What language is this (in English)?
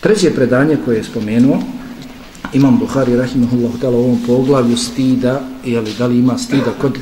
Bosnian